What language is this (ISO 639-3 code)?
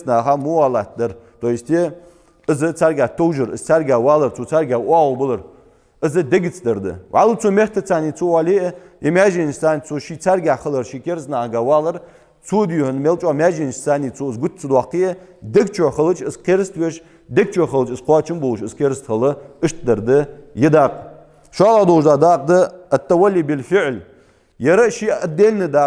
inh